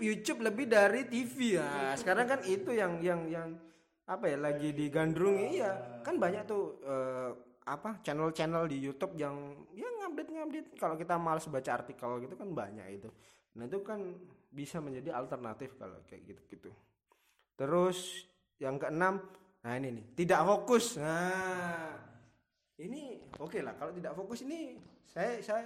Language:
Indonesian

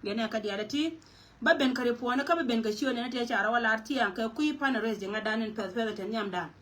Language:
Nuer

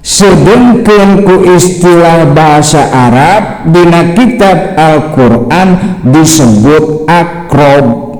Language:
Sundanese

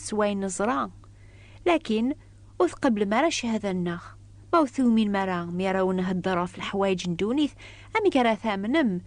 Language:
Kabyle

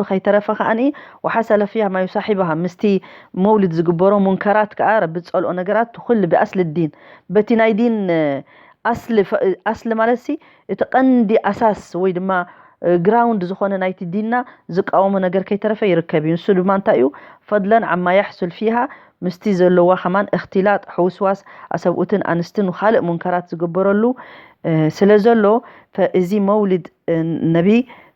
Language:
Tigrinya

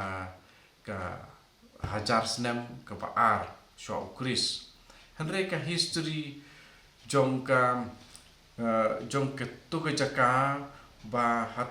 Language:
Khasi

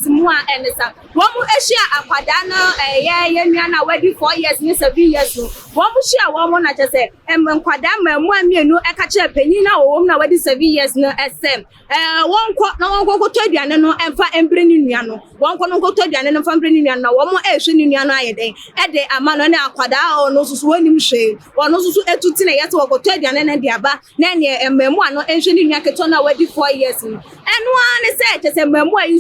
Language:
Akan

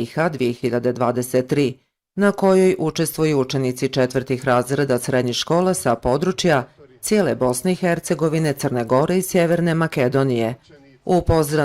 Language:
Bosnian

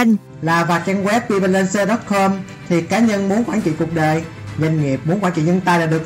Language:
Vietnamese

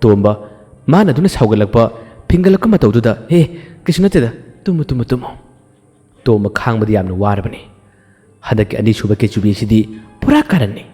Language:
Manipuri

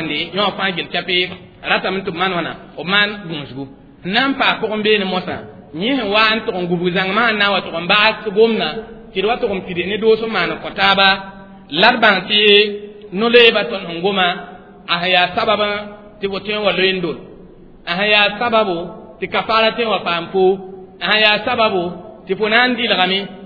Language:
Mossi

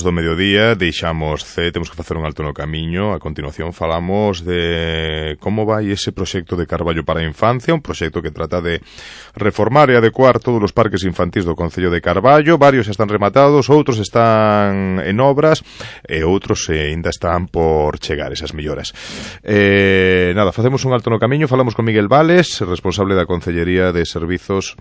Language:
Galician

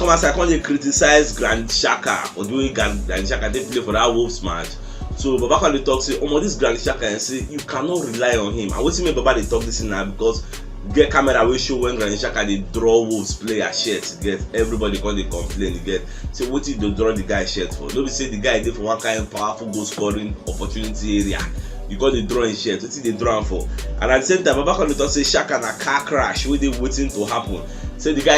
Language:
Nigerian Pidgin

